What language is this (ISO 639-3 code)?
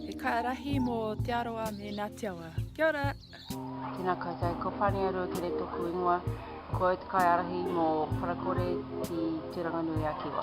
mri